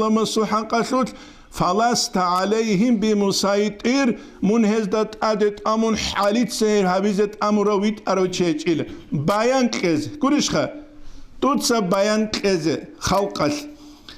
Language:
Avaric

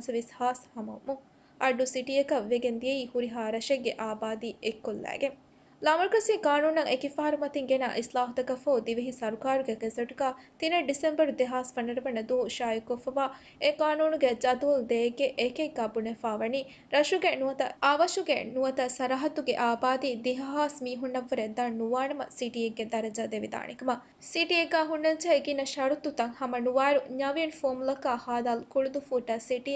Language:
Divehi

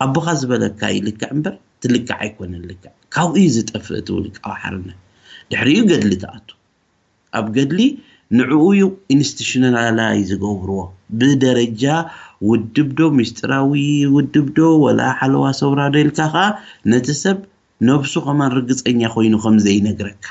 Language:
Tigrinya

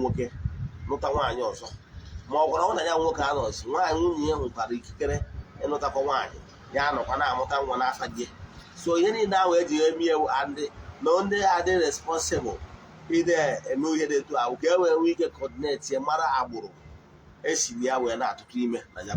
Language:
Igbo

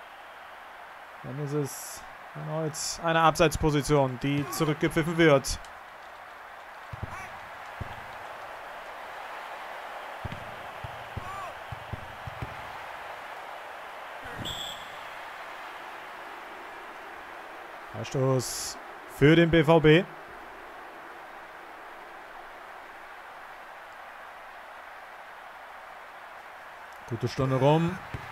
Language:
German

